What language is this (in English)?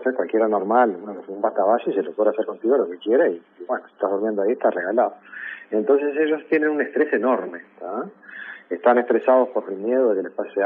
Spanish